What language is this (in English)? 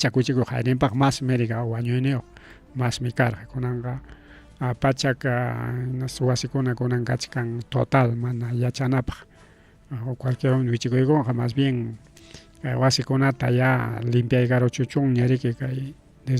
Ayacucho Quechua